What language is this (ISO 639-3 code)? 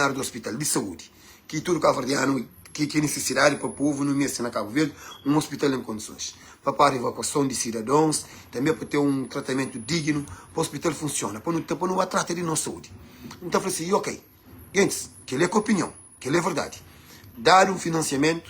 kea